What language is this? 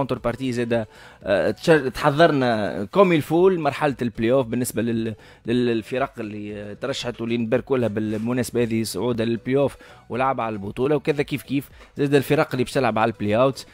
Tunisian Arabic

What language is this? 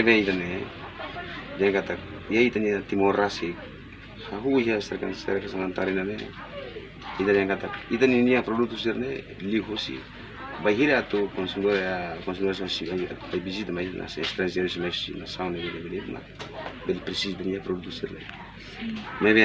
Tetum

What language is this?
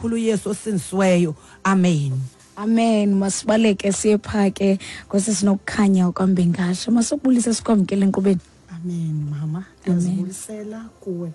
Xhosa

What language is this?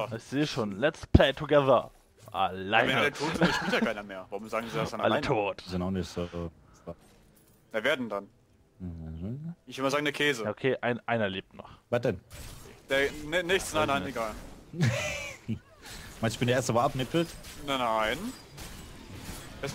German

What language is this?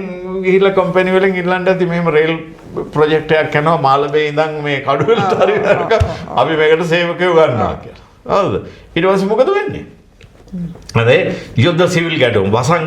Sinhala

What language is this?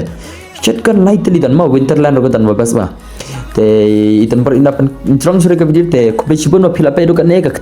Khasi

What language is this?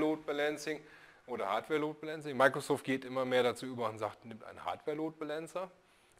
German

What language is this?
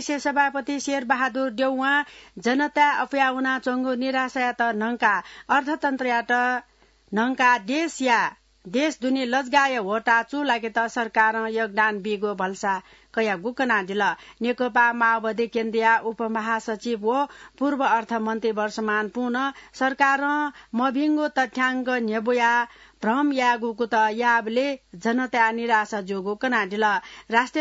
Newari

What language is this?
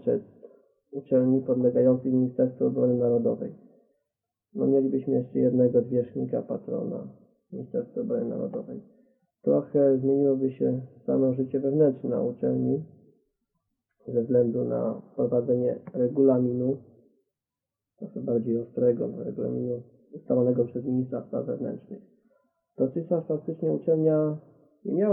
Polish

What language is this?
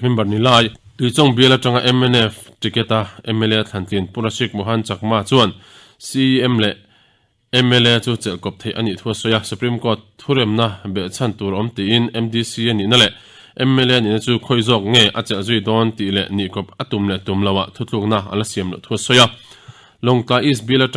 Mizo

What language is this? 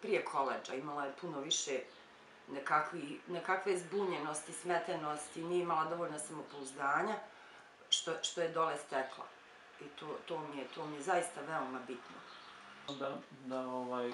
Bosnian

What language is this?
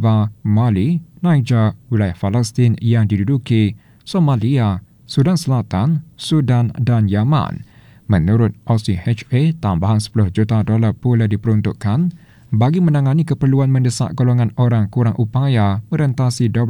Malay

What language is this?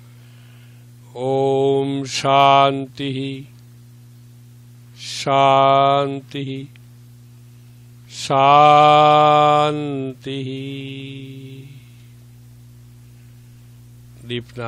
Hindi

